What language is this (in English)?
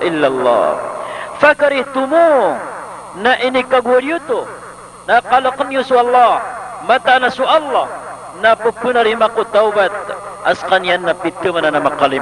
Maranao